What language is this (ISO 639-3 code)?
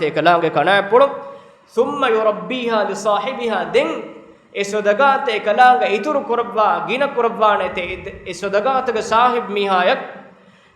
div